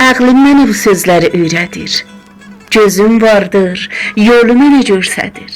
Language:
South Azerbaijani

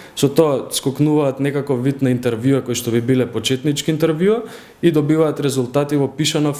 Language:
Macedonian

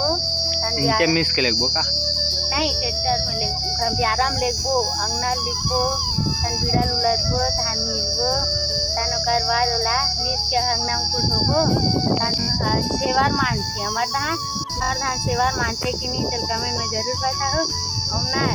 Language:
Chhattisgarhi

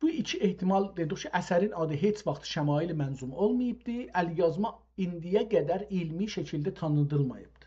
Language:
South Azerbaijani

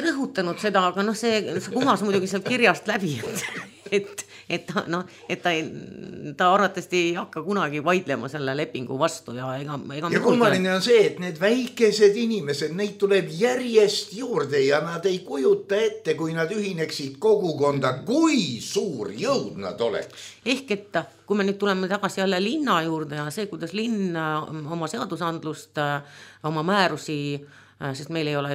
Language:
Estonian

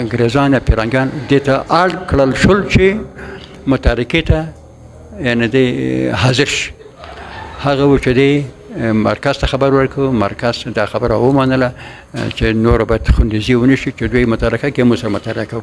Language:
Pashto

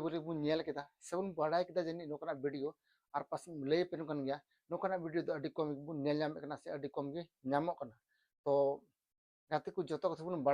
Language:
Santali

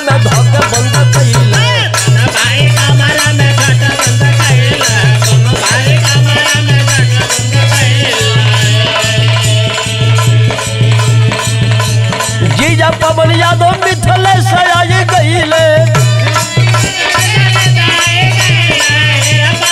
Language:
Bhojpuri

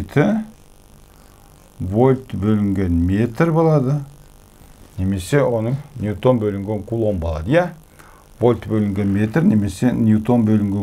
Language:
Kazakh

